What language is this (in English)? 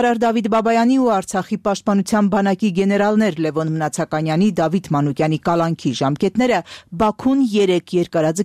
Armenian